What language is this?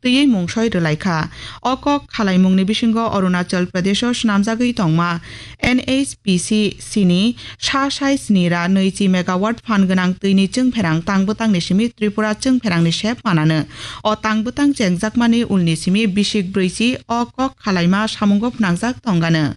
Kok Borok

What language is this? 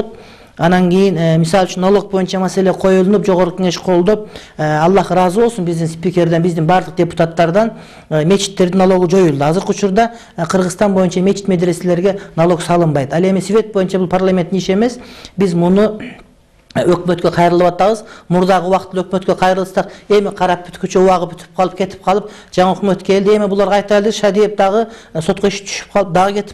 Kyrgyz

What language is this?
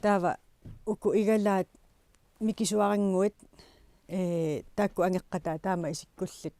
Kalaallisut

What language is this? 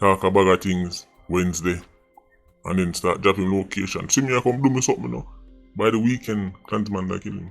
Jamaican Creole English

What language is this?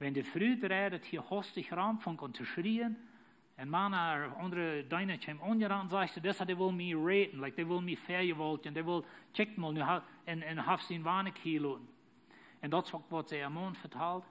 Plautdietsch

